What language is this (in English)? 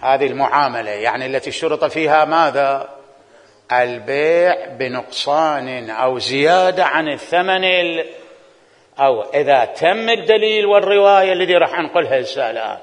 Mesopotamian Arabic